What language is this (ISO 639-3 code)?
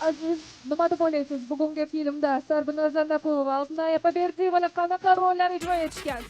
kaa